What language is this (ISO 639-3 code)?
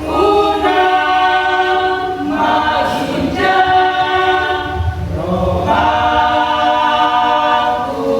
bbc